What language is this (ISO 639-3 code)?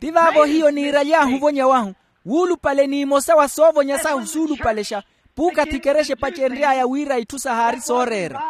vmw